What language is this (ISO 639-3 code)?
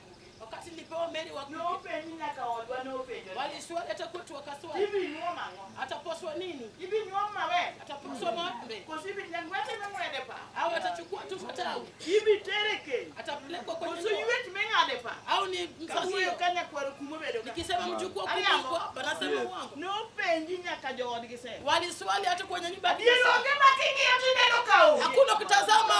luo